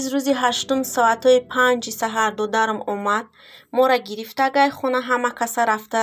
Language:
Tajik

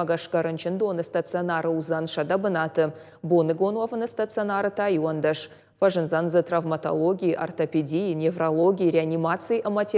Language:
Ossetic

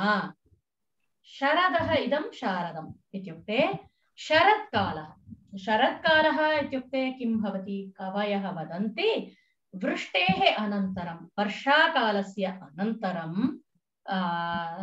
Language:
Sanskrit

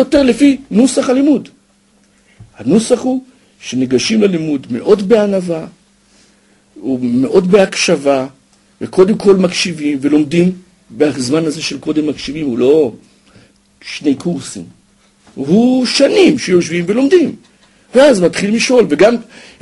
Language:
Hebrew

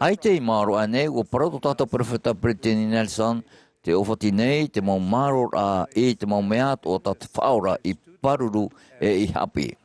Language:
Tahitian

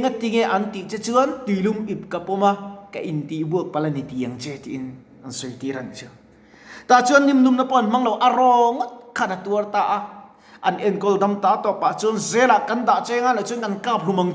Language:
Mizo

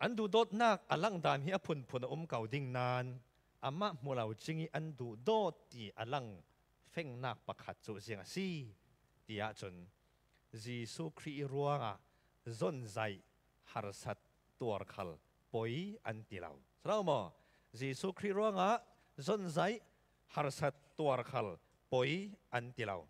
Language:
Falam Chin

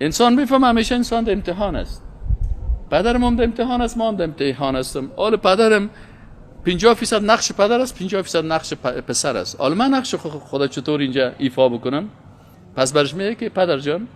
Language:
Persian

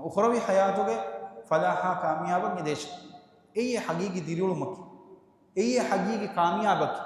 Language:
Divehi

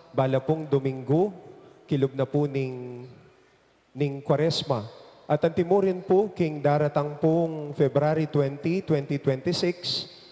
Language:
Pampanga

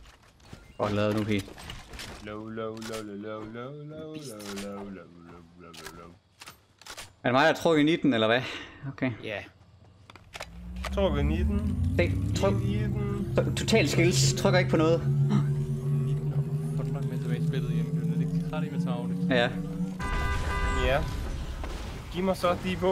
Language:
Danish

